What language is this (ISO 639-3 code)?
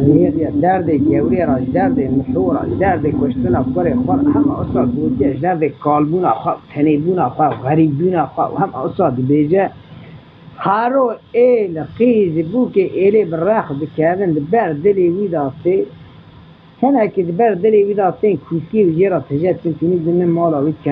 kur